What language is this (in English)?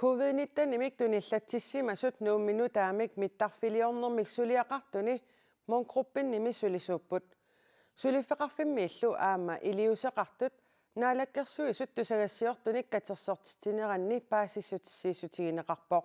Kalaallisut